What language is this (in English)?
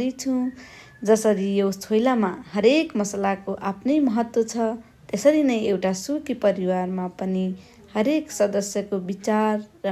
Nepali